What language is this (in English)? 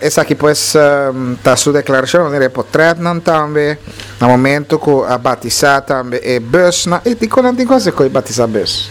Papiamento